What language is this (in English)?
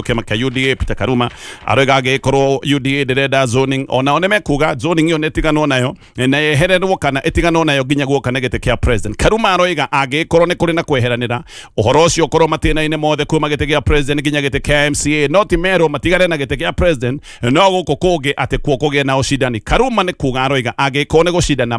Kikuyu